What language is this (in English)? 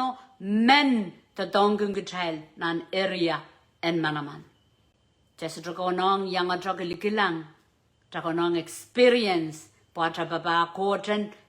Pohnpeian